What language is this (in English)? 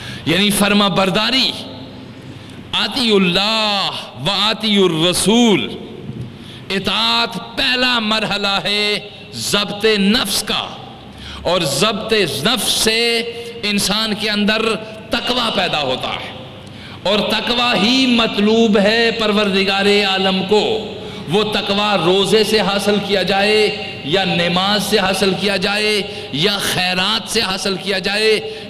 Urdu